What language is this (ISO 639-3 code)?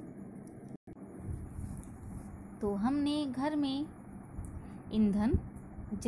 hin